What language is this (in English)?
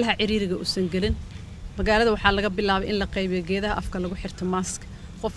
Somali